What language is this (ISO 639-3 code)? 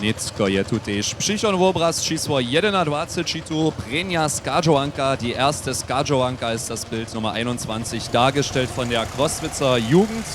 hsb